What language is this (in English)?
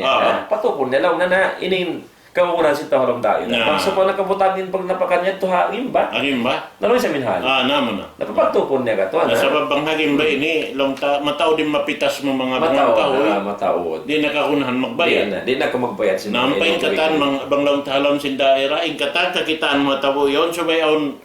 Tausug